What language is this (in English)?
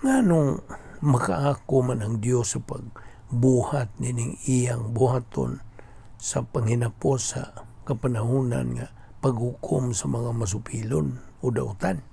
Cebuano